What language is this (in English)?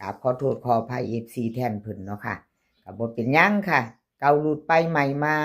Northeastern Thai